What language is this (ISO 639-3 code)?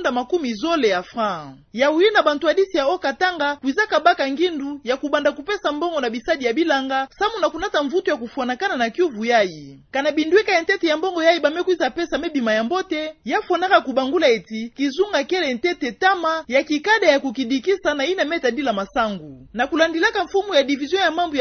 ktu